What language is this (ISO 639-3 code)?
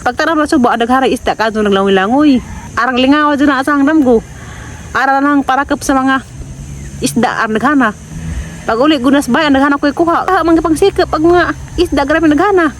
ceb